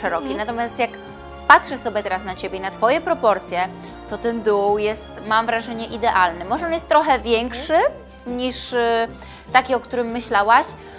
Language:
Polish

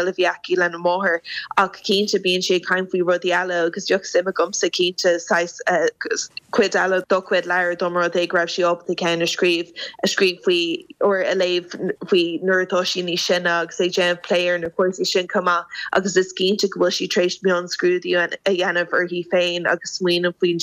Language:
Irish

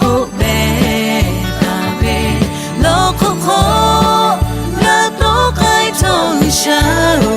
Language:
Lahu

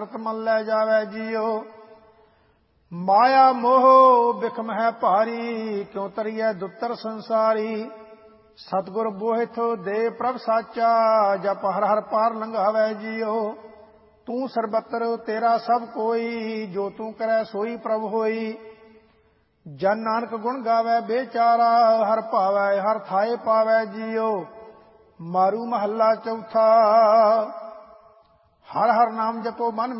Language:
Punjabi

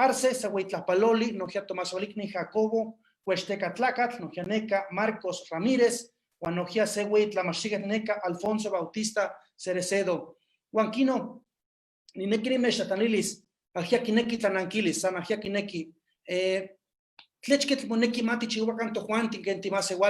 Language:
Eastern Huasteca Nahuatl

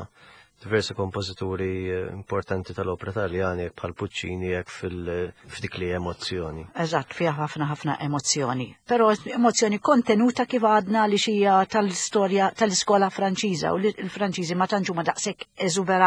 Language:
Maltese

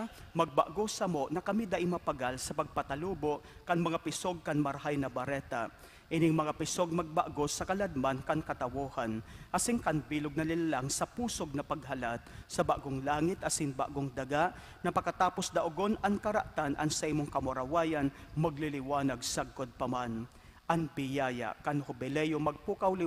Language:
Bikol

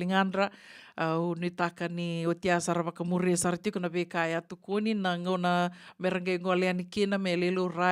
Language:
Fijian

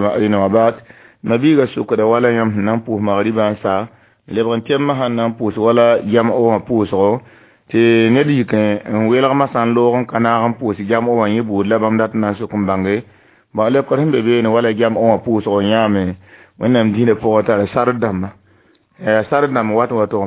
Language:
Mossi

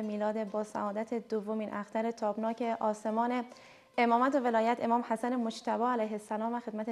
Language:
Persian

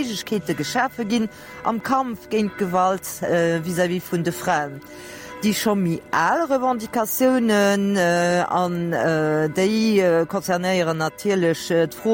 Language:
Luxembourgish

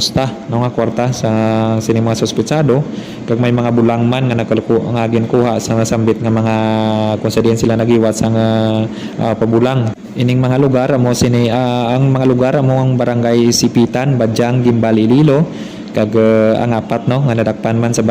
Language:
Hiligaynon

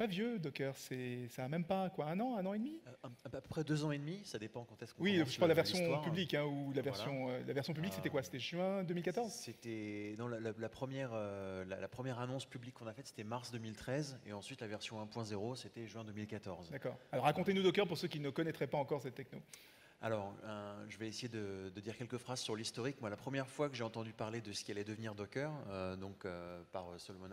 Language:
French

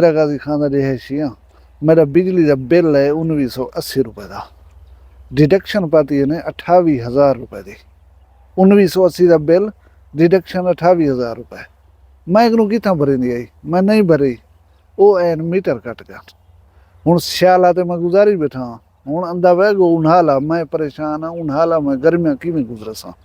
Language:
Saraiki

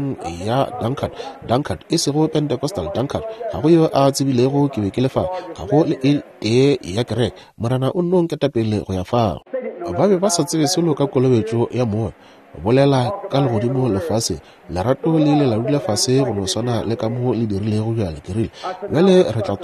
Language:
Northern Sotho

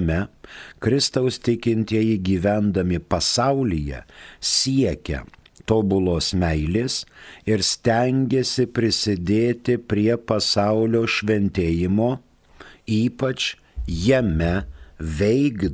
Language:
Lithuanian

